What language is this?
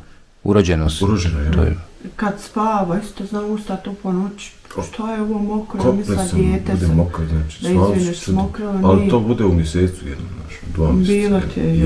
Bosnian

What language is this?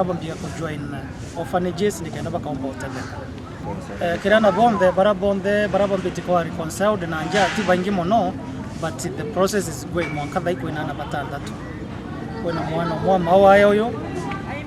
Meru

